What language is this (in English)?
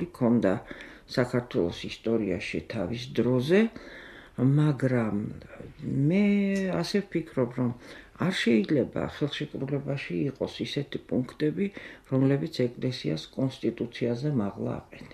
Georgian